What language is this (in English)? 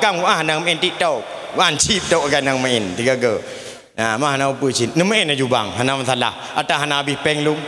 Achinese